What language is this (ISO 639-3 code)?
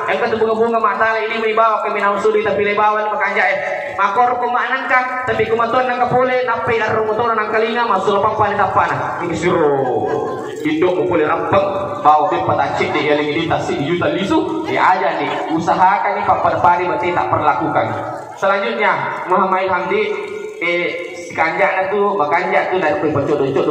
bug